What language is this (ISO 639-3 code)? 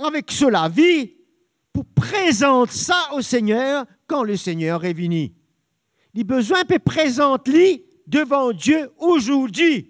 mfe